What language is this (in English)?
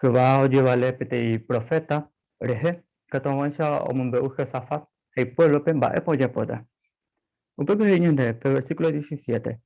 Guarani